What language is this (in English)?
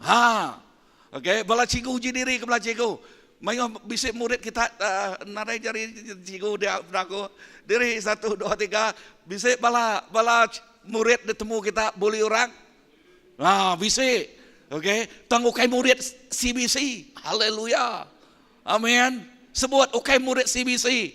Iban